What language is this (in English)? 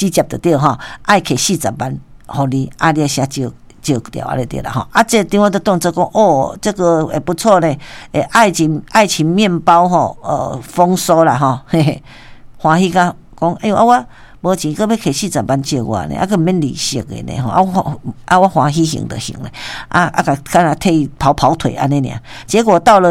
Min Nan Chinese